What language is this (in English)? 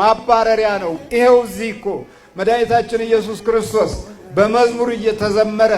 Amharic